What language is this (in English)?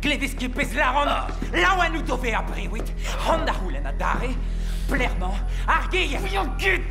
Breton